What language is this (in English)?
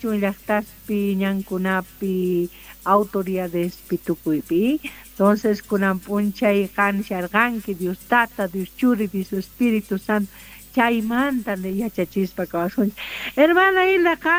South Bolivian Quechua